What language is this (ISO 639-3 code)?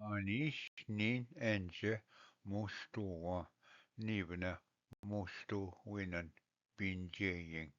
oji